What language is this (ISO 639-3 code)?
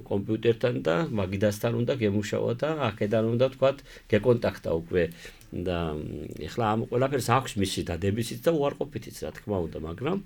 kat